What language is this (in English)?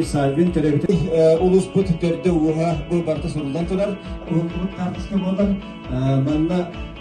Yakut